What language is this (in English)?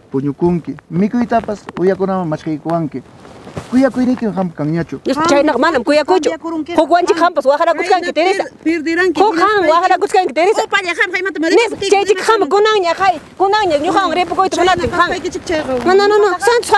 Ayacucho Quechua